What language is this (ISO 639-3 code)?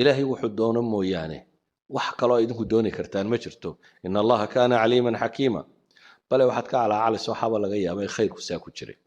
som